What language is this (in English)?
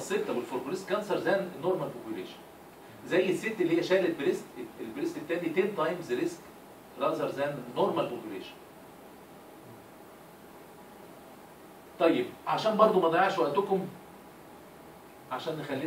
Egyptian Arabic